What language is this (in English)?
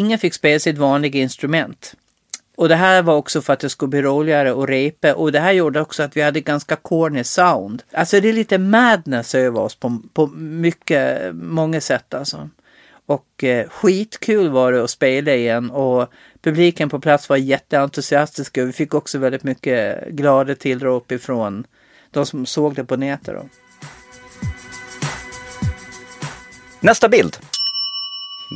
Swedish